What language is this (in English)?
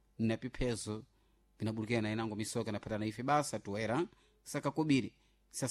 Sena